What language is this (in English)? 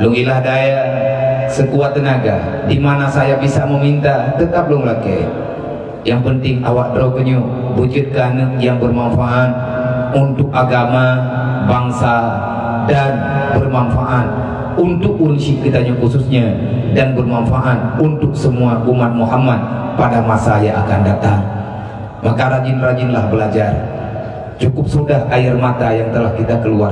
Achinese